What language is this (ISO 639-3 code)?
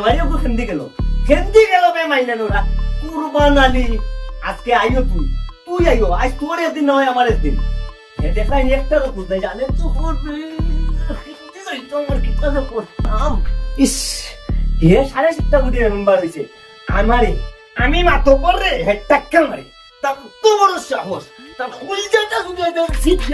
syl